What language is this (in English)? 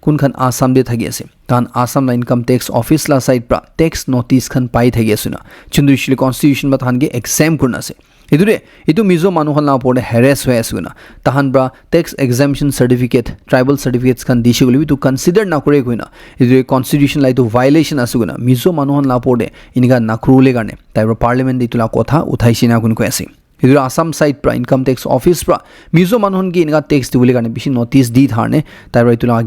Naga Pidgin